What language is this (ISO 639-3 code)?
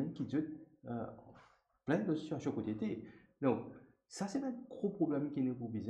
mfe